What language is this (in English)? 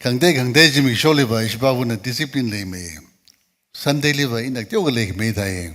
Tangkhul Naga (India)